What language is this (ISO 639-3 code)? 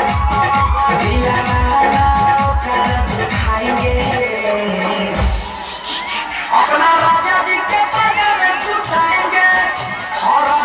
bho